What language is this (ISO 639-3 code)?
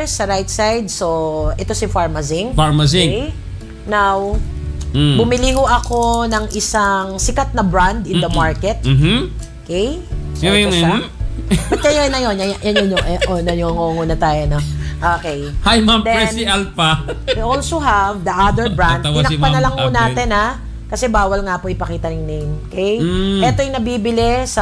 fil